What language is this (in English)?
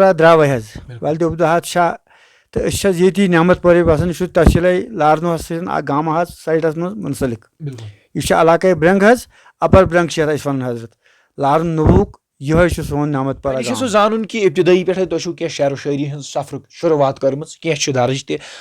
Kashmiri